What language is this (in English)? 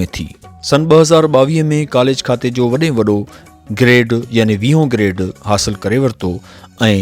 Sindhi